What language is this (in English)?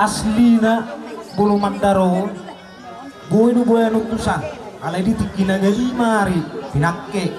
Batak Toba